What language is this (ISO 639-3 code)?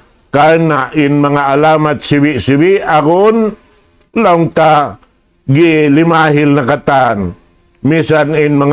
tsg